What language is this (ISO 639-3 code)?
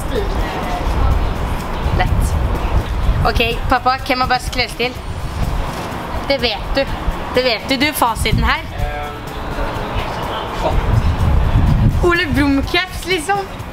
nor